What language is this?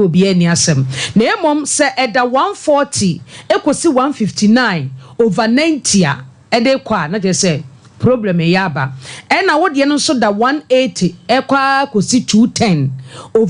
Akan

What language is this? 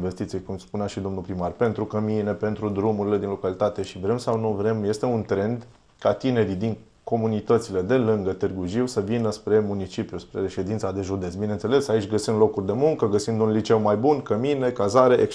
Romanian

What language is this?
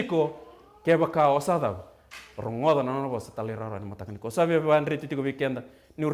Fijian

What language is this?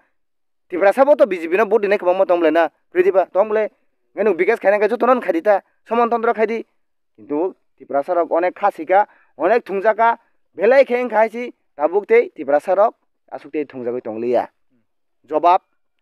Kok Borok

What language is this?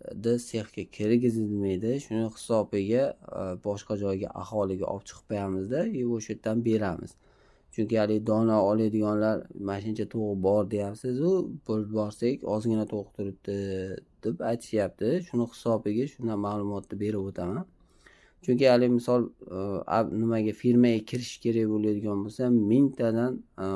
Uzbek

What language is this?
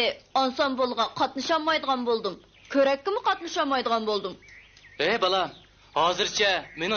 Uyghur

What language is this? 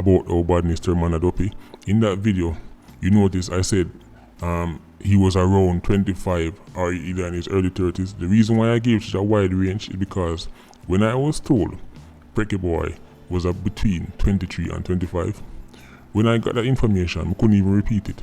Jamaican Creole English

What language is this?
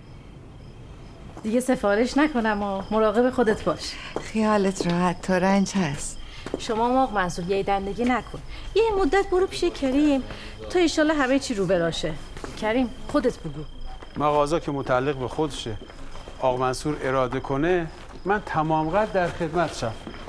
Persian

